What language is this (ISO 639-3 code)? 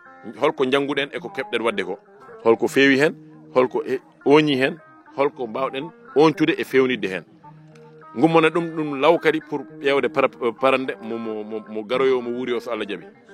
ful